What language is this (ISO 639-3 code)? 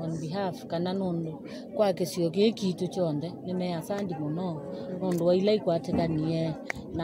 kam